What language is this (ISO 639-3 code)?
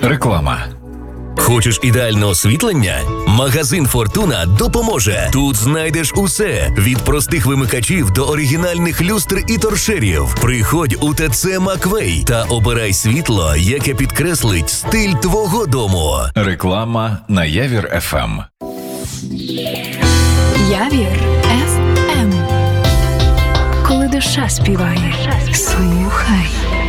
ukr